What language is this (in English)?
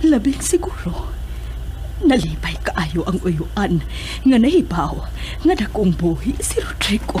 Cebuano